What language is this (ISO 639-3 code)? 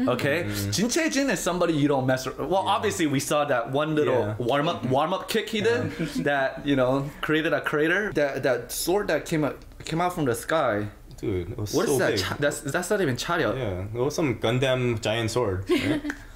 eng